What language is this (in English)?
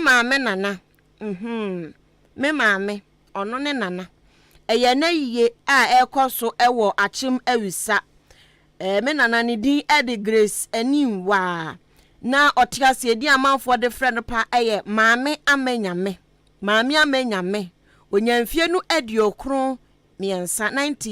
Akan